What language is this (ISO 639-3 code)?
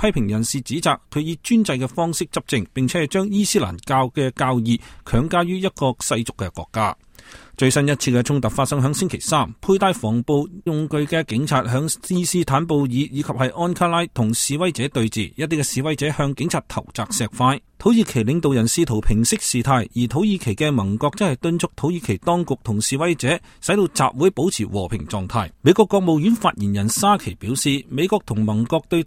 yue